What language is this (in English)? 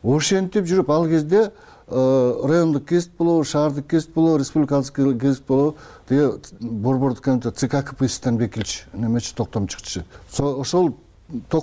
Kyrgyz